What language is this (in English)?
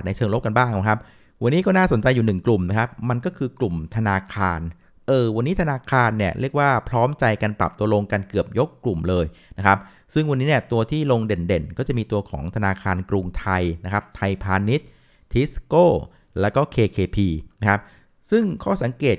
Thai